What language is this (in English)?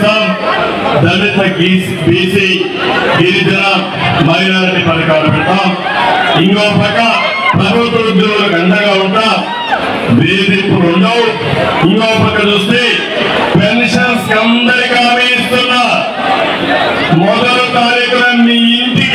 Telugu